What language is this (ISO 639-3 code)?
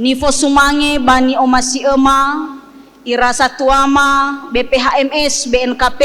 nia